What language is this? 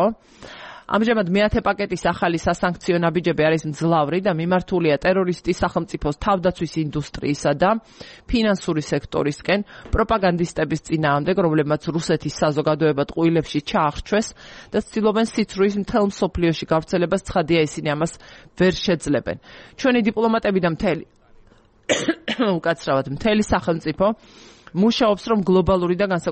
Georgian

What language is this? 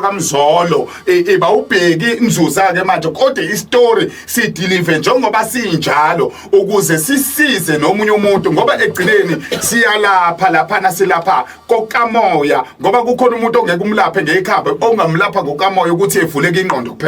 Zulu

